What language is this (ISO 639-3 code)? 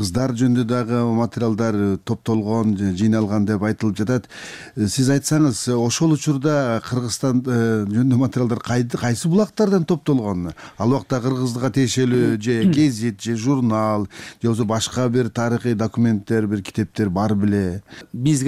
kir